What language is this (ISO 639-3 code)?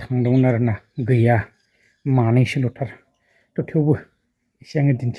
brx